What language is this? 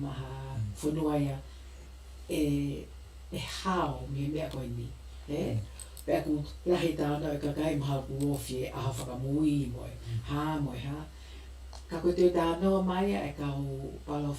Tongan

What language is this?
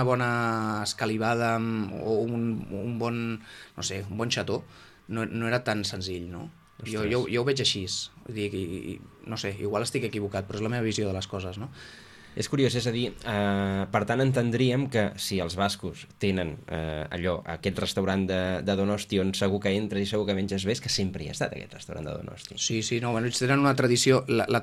Catalan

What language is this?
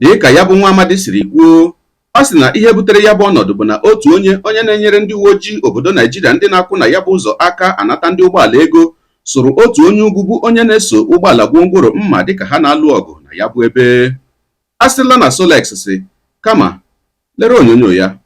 Igbo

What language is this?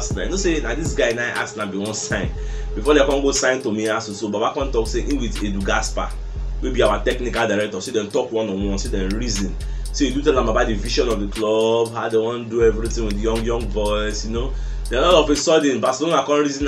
Nigerian Pidgin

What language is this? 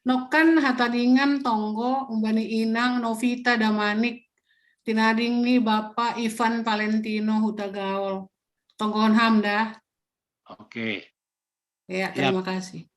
Batak Simalungun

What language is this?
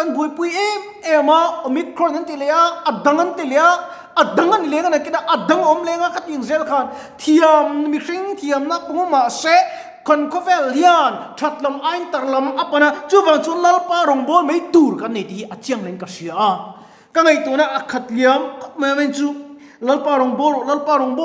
Mizo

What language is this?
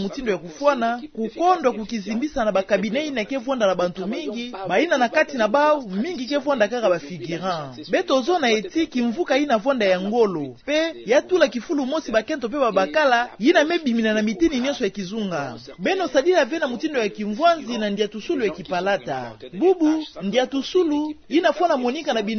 Kituba (Democratic Republic of Congo)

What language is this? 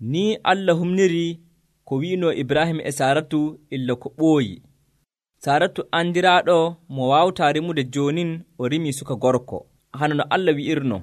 Nigerian Fulfulde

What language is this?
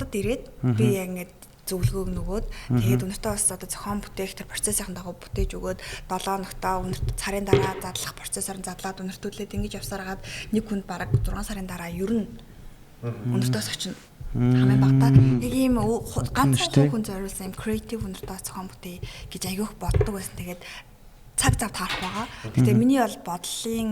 Mongolian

